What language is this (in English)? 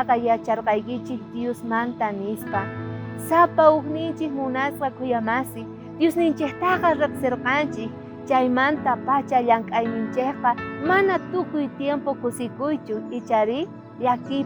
South Bolivian Quechua